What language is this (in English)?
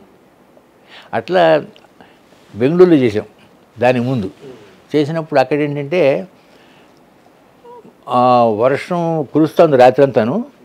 Telugu